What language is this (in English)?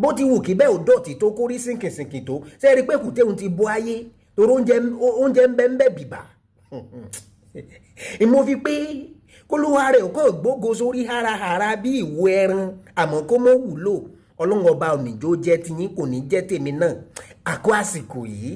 Yoruba